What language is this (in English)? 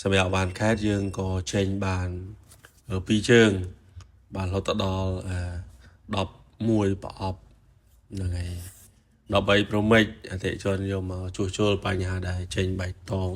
Khmer